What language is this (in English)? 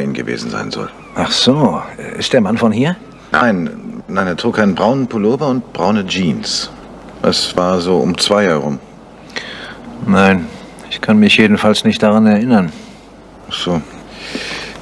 German